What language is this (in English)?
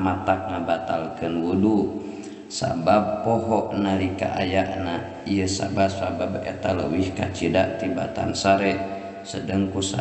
Sundanese